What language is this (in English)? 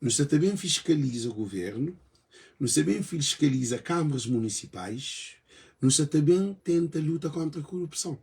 Kabuverdianu